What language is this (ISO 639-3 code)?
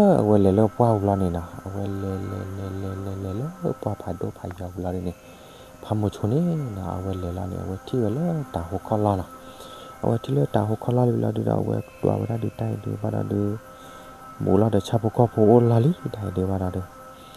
ksw